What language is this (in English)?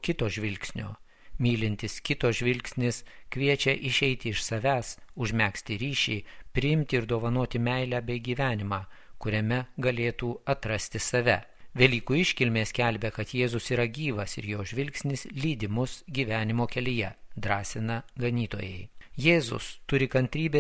Lithuanian